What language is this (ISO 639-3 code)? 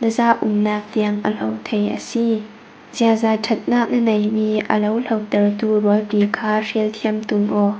cfm